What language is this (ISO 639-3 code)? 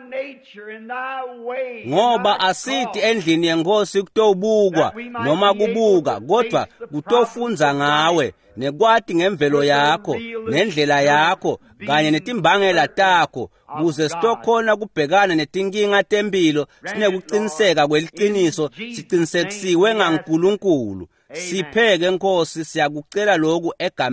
ssw